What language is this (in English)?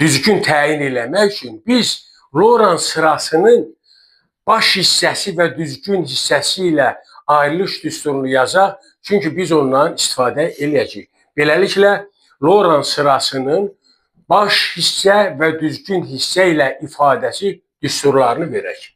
Azerbaijani